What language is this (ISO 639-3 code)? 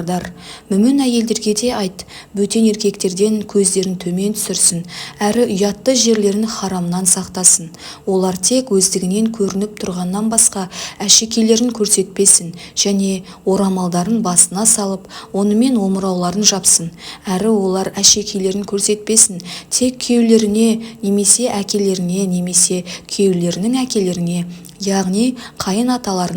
kaz